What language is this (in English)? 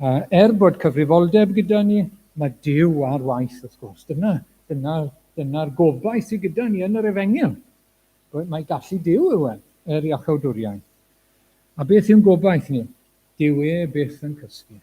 Welsh